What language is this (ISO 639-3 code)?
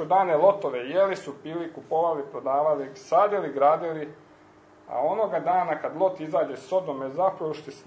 hrv